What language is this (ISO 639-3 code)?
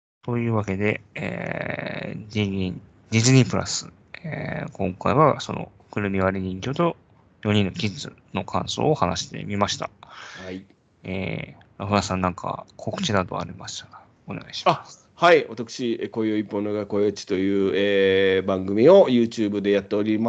jpn